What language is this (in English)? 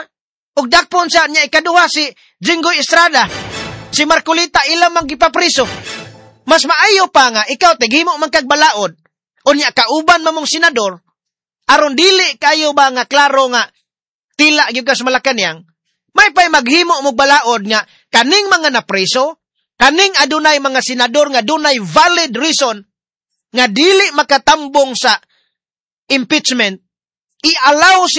Cebuano